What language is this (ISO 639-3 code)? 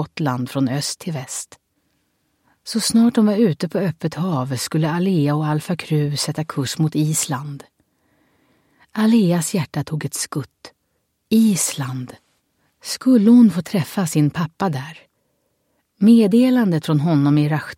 swe